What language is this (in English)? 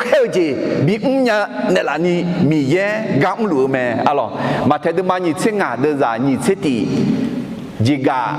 Akha